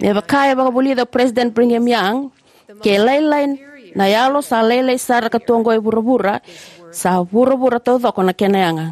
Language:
Fijian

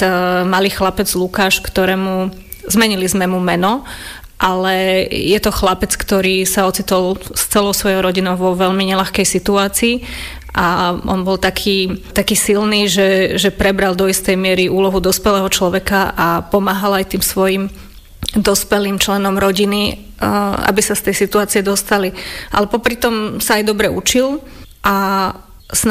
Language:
Slovak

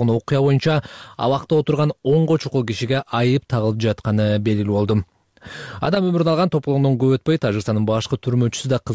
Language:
Kyrgyz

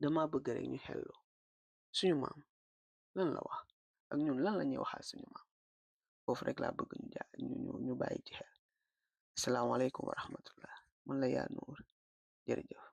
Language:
Wolof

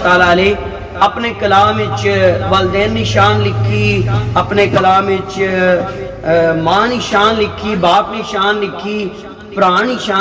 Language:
Pahari-Potwari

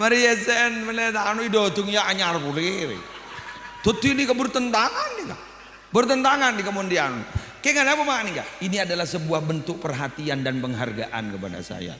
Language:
Madurese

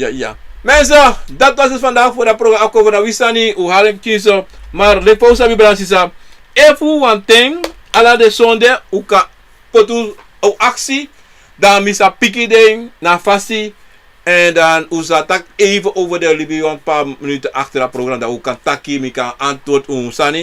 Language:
Sranan Tongo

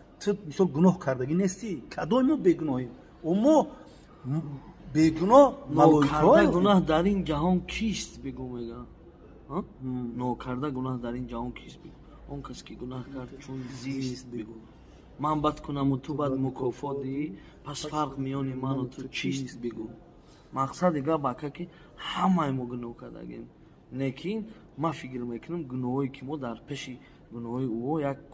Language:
Tajik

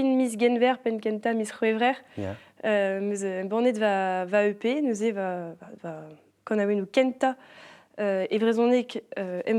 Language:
Breton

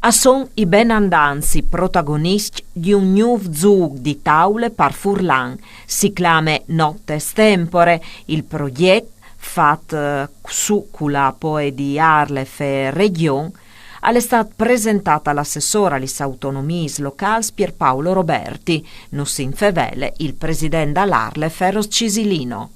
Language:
Friulian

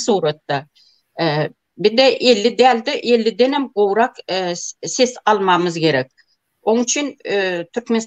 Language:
Turkmen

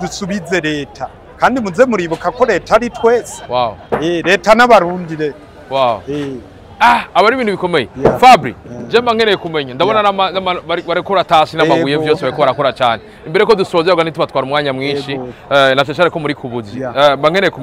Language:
Rundi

